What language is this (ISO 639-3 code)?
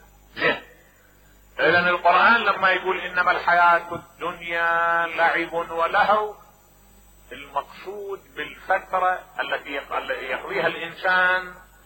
acm